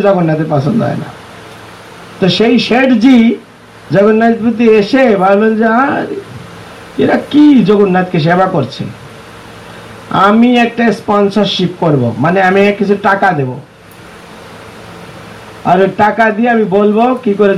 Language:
Bangla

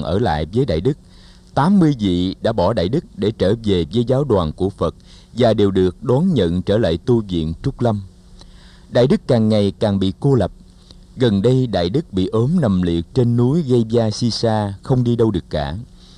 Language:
Vietnamese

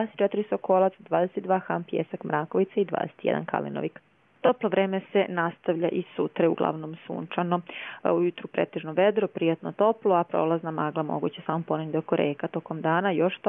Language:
Croatian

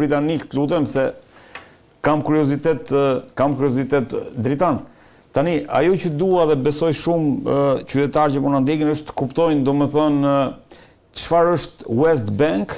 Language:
Albanian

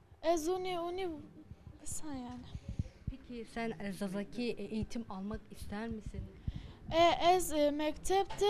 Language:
Zaza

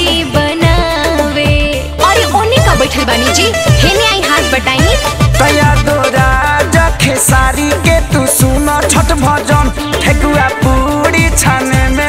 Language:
Bhojpuri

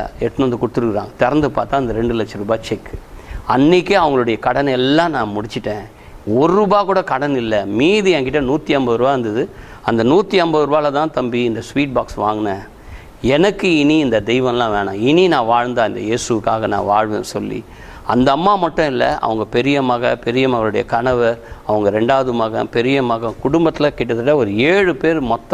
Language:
Tamil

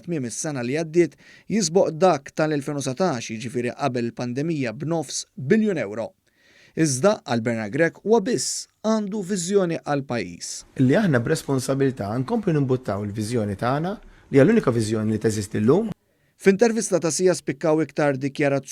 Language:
Maltese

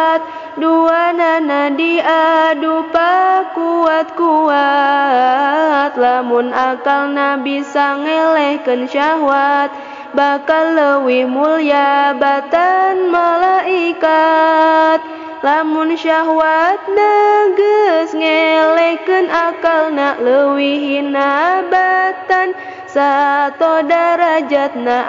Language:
Sundanese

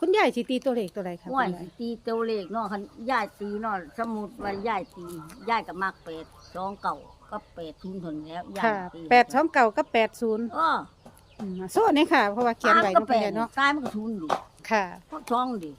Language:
Northeastern Thai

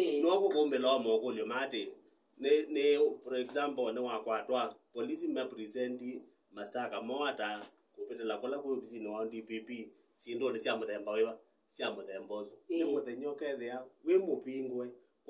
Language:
Kamba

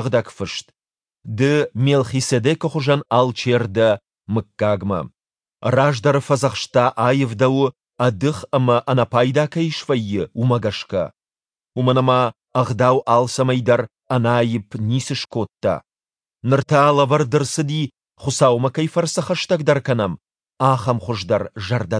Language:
Ossetic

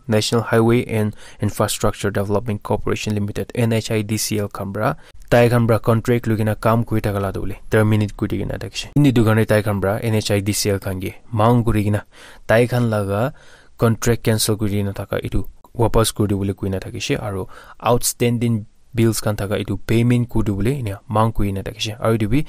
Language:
Naga Pidgin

